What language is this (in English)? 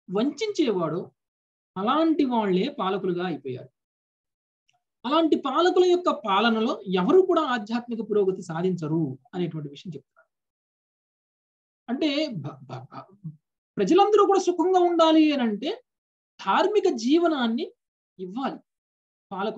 Telugu